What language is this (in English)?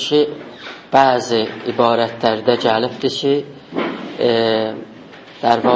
South Azerbaijani